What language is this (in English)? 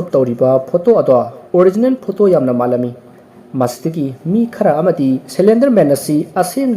Manipuri